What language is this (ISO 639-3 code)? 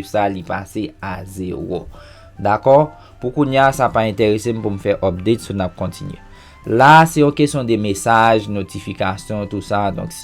hat